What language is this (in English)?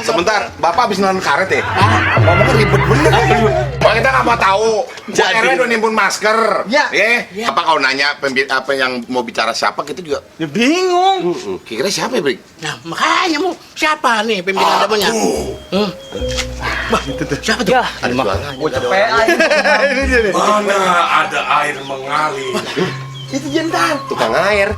Betawi